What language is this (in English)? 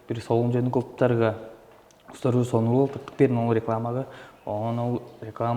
Tuvinian